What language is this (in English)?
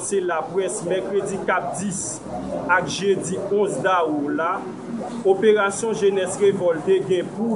Haitian Creole